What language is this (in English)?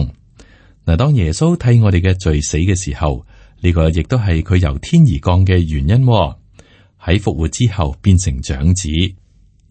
Cantonese